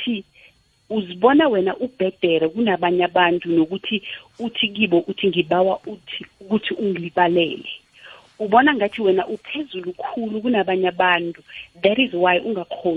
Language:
South Ndebele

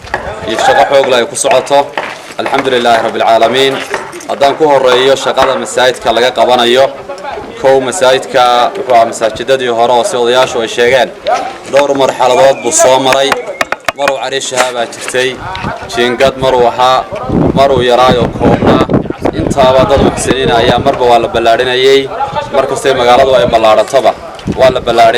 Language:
Somali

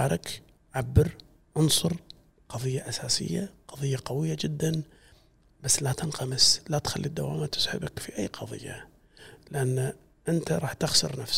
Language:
Gulf Arabic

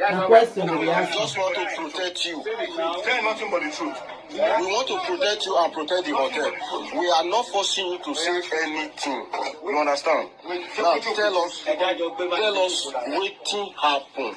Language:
Nigerian Pidgin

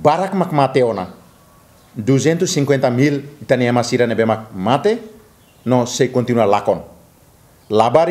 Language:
Tetum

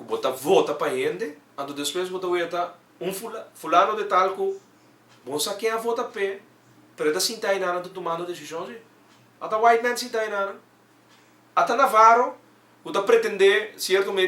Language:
Papiamento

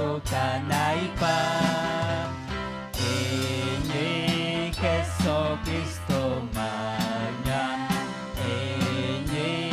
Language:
Ayacucho Quechua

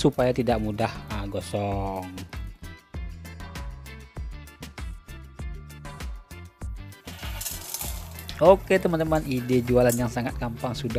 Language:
Indonesian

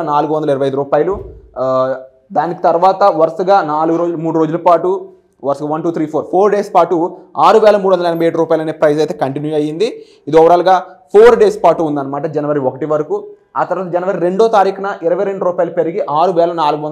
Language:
Telugu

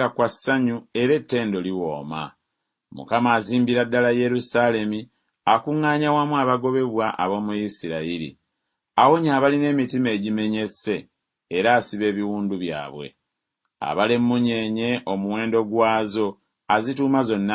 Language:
Ganda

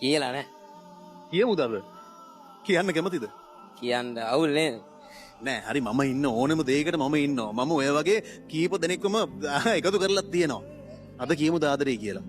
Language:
Sinhala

